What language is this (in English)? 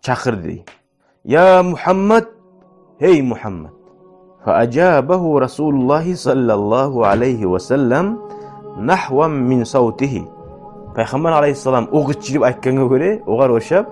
Kumyk